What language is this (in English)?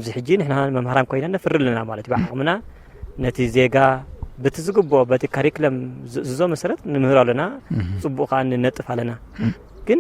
Tigrinya